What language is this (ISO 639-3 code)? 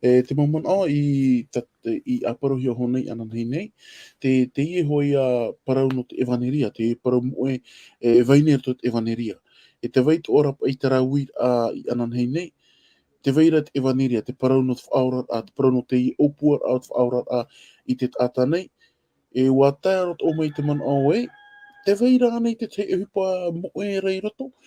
tah